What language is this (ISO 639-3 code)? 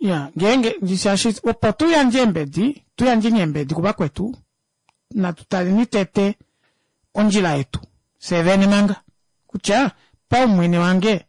kua